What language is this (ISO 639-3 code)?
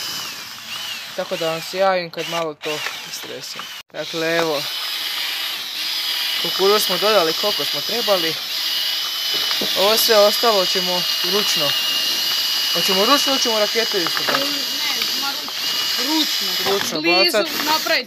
hrv